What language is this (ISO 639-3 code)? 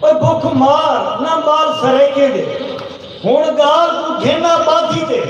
skr